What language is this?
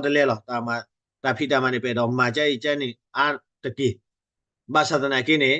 S'gaw Karen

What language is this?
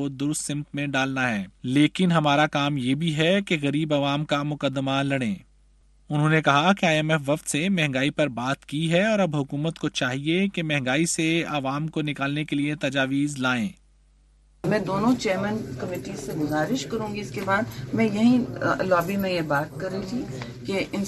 Urdu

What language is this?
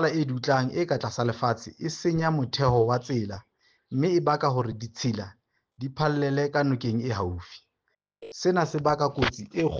Southern Sotho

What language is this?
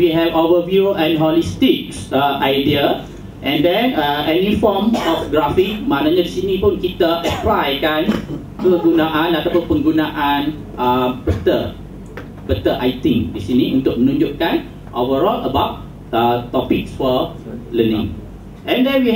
Malay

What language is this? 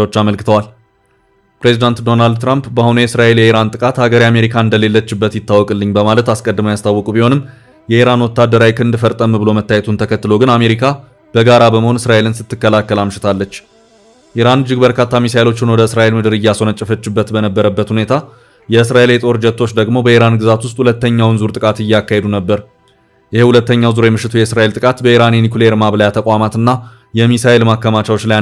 Amharic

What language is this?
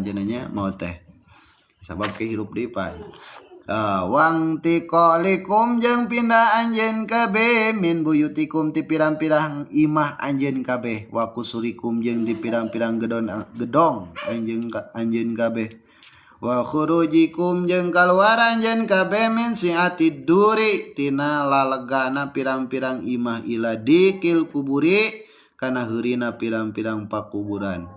Sundanese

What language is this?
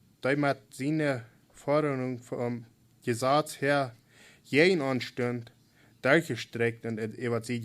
Plautdietsch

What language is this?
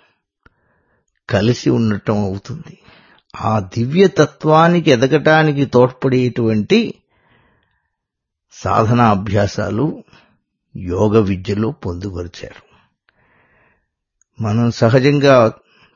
Telugu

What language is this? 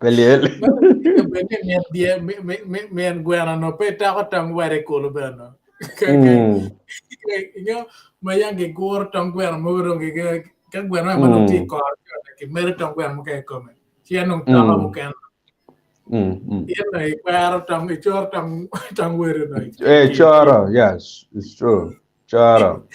Acoli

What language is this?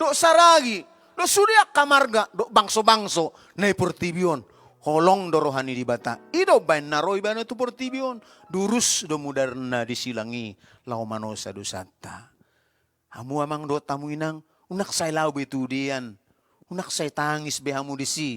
Batak Toba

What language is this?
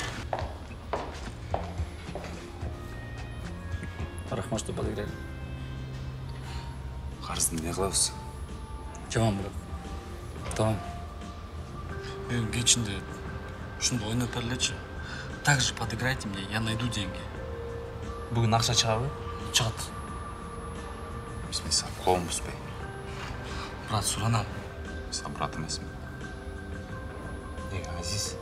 Kyrgyz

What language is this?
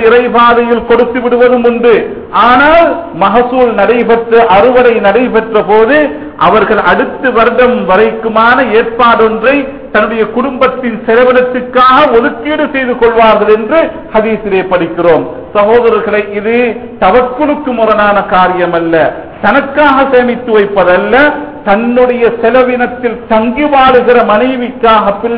Tamil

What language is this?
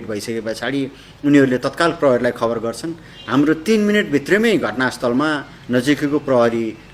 Nepali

